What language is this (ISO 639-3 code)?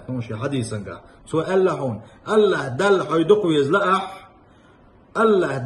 che